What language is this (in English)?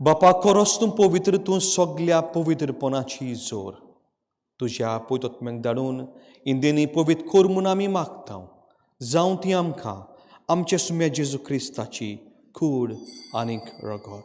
Konkani